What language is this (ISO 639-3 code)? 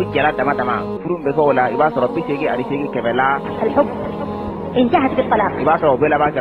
bam